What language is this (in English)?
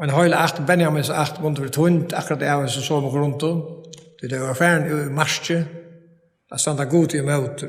Faroese